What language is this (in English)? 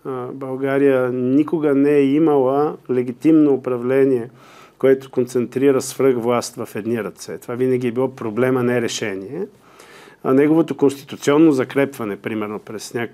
Bulgarian